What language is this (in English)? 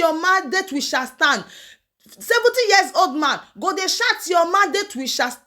Nigerian Pidgin